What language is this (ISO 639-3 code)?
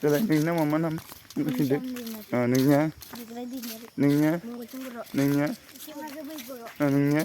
brx